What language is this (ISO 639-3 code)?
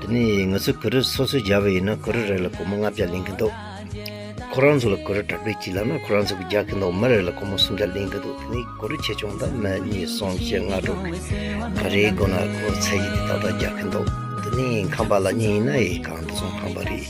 bod